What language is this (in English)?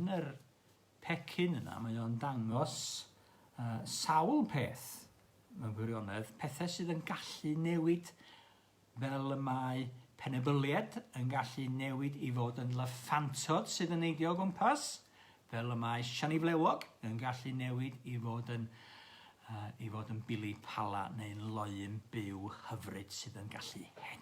Welsh